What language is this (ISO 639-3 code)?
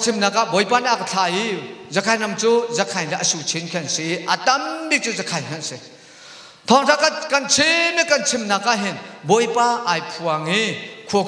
cnh